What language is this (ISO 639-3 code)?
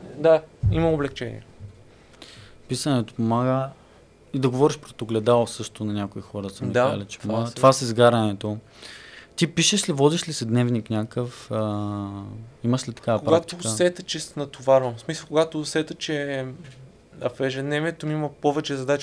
bul